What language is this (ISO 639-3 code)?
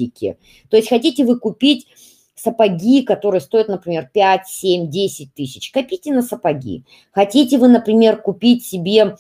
rus